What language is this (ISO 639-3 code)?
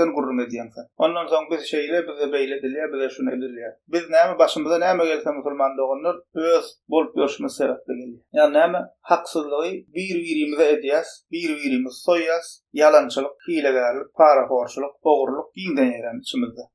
tuk